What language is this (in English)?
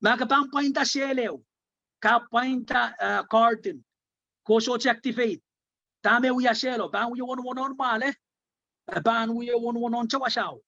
Pohnpeian